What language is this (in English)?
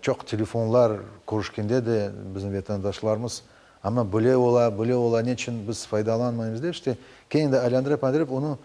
Crimean Tatar